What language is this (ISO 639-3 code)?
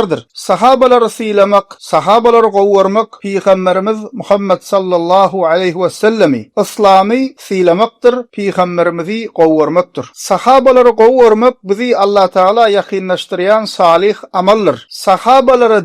tuk